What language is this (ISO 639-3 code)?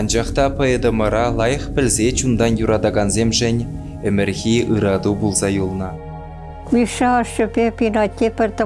chv